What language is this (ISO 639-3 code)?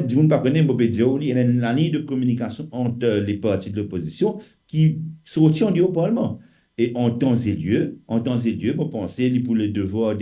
mfe